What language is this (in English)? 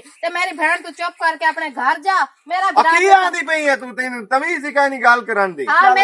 Western Panjabi